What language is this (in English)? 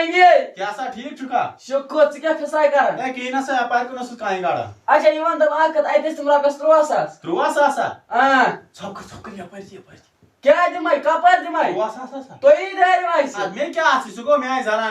Kashmiri